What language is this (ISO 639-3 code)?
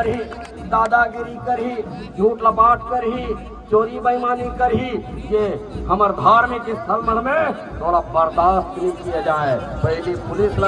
hne